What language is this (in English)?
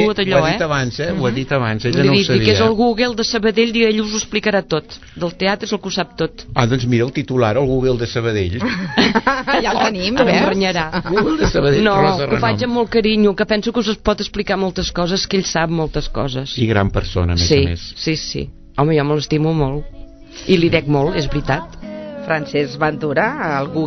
Catalan